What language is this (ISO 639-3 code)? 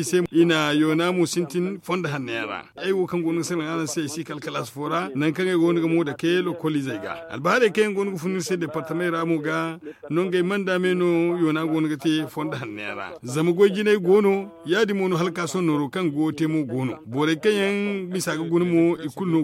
dje